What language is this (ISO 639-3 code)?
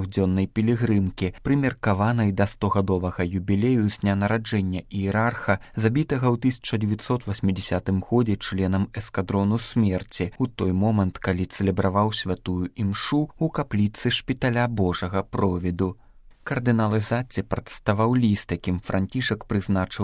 bel